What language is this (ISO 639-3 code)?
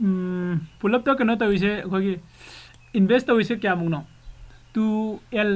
mni